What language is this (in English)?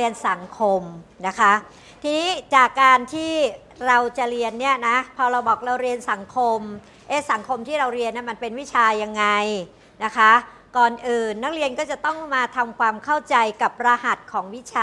Thai